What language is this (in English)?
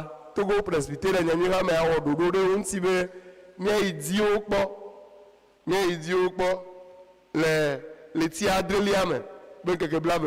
Ewe